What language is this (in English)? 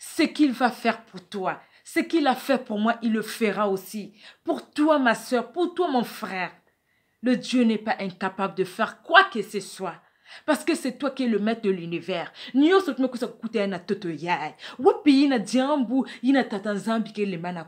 Kituba (Democratic Republic of Congo)